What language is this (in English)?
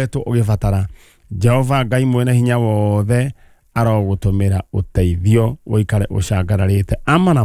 Kikuyu